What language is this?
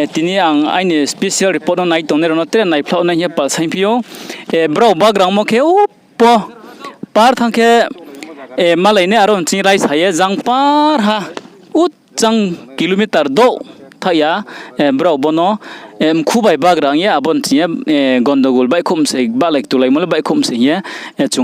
Riang (India)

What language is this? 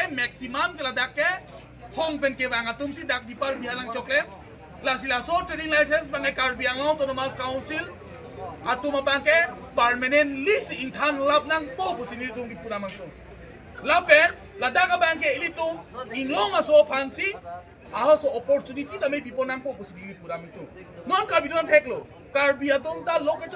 Karbi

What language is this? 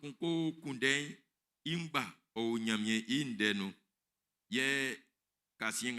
Baoulé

